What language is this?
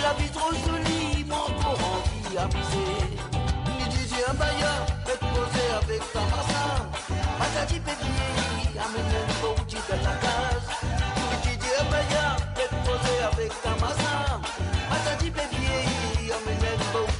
Morisyen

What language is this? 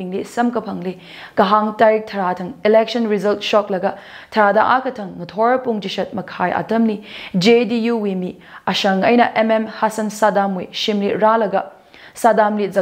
Tangkhul Naga (India)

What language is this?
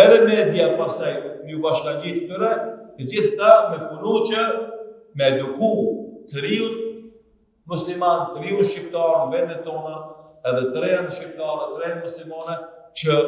Albanian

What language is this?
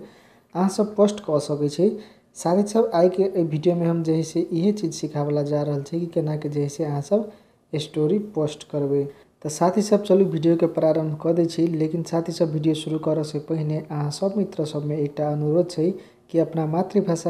Maithili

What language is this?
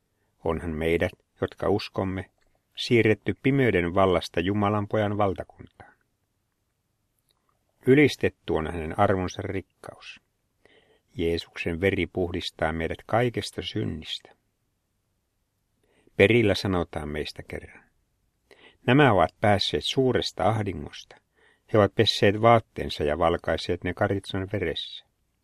Finnish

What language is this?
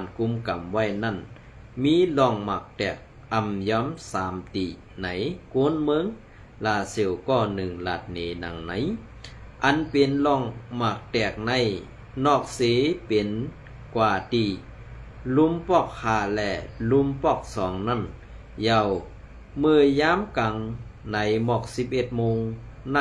Shan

